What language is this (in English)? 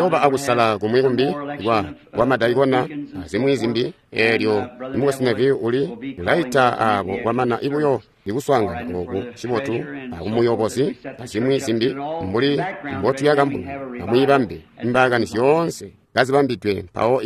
Tonga (Zambia)